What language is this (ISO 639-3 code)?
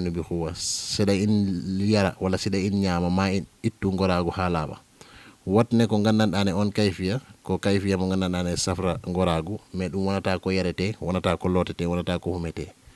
ful